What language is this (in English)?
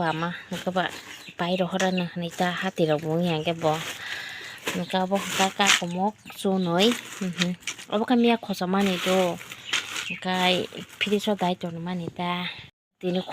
Kok Borok